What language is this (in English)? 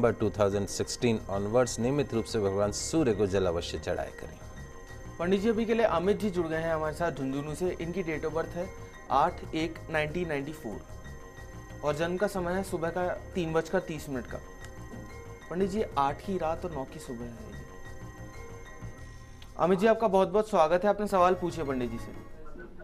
Hindi